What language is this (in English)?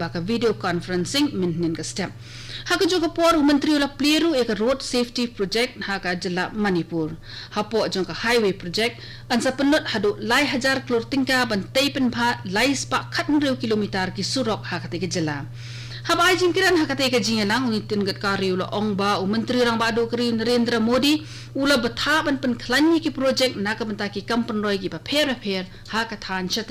Khasi